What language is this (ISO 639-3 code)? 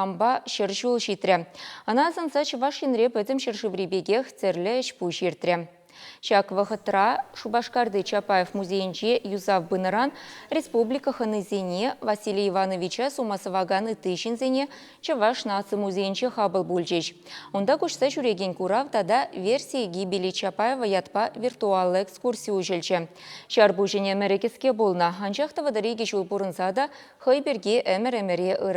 chv